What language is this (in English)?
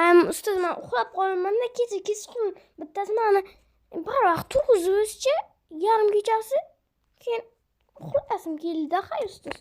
Uzbek